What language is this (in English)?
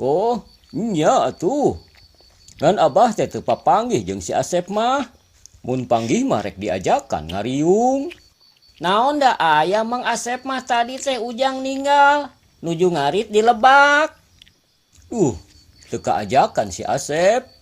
Sundanese